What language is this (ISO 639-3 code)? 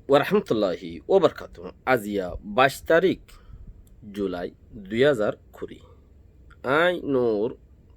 rhg